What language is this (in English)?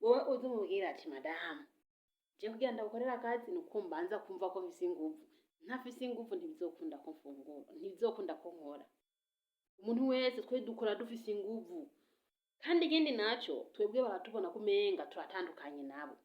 Rundi